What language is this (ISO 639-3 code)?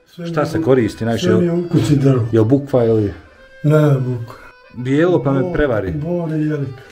bos